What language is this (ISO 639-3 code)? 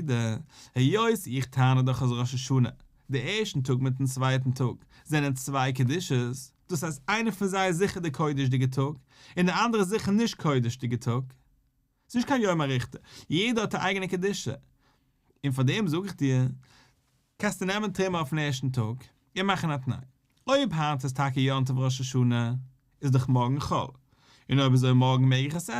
yid